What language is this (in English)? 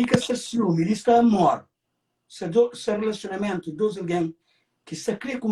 Kabuverdianu